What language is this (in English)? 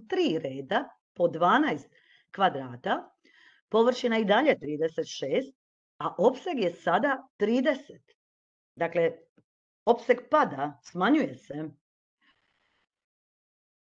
Croatian